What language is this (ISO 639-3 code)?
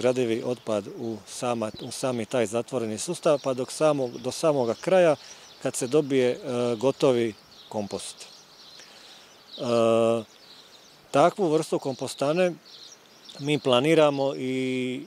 hrv